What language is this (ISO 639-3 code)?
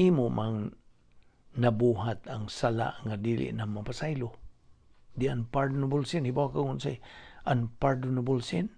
ceb